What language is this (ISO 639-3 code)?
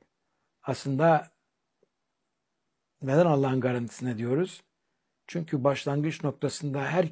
tur